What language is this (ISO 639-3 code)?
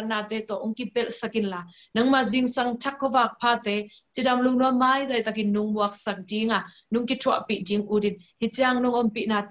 ctd